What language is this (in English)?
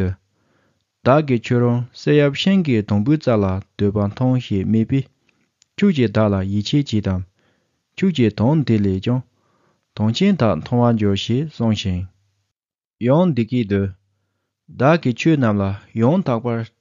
Tibetan